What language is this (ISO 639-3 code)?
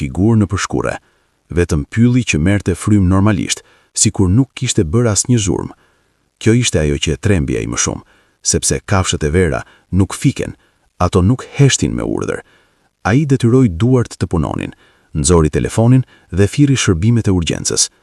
sqi